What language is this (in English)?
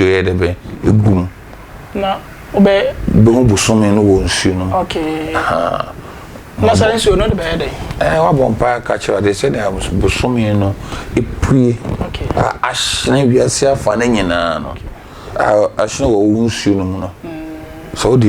Akan